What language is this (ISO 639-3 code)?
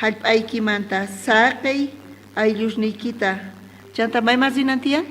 quh